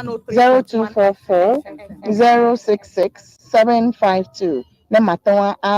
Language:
Ewe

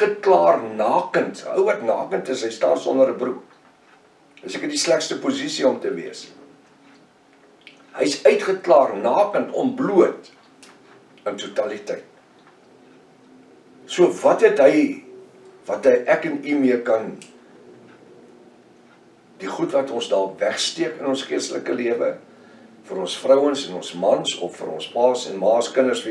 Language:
Afrikaans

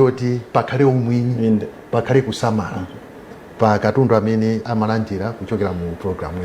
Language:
Nyanja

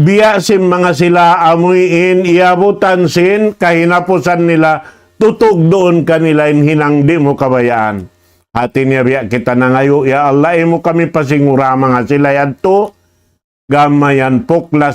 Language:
Tausug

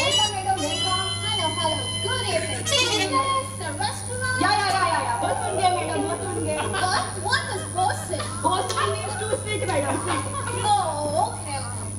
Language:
Konkani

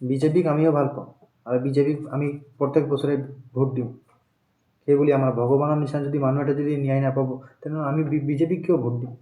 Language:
Assamese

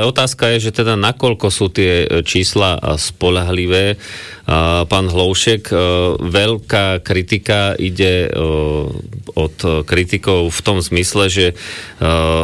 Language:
Slovak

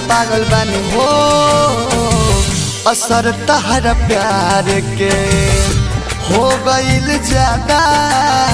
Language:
Bhojpuri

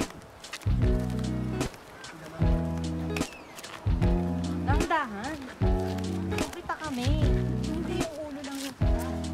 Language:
Filipino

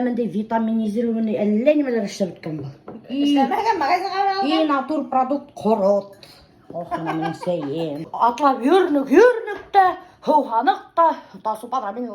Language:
Bashkir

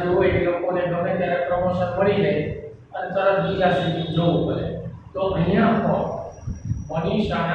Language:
Gujarati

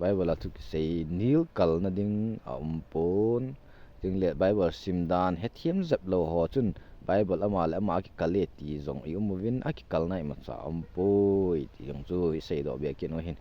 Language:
Thado Chin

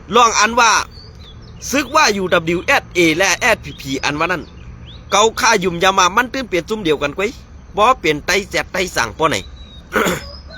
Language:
Shan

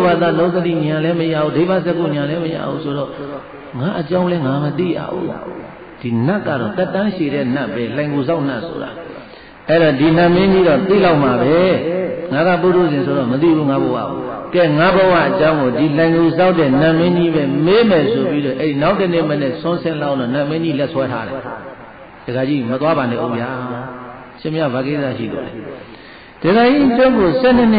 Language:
Burmese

